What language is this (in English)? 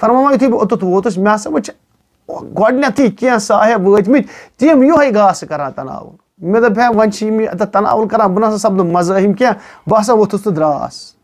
Kashmiri